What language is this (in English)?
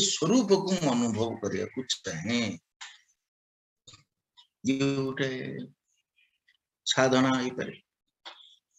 Odia